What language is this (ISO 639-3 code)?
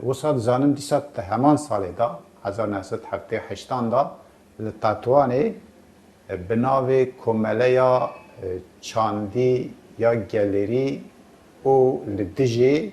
kur